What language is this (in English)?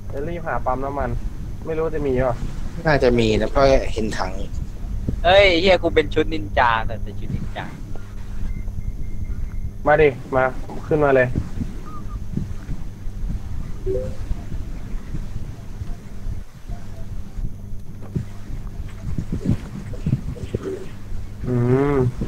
Thai